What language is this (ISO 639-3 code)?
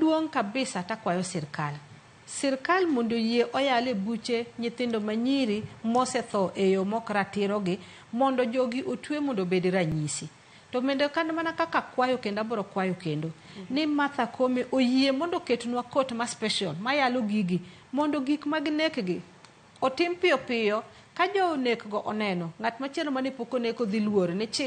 luo